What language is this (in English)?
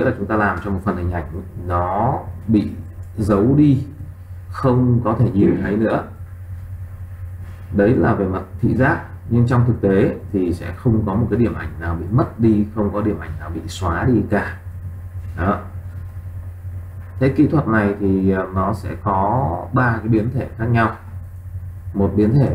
Vietnamese